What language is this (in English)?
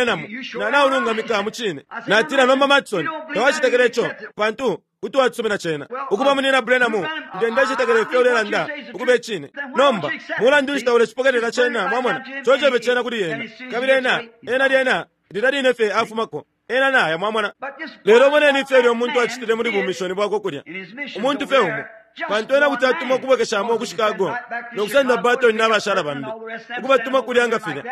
Bemba